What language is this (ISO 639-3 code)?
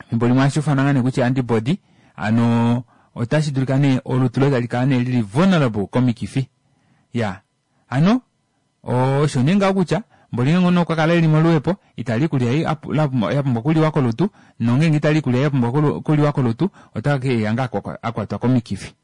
kua